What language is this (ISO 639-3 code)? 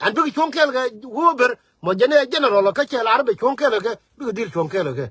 nus